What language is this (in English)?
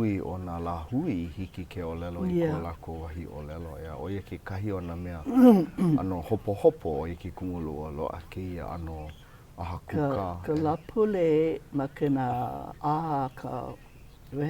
Hawaiian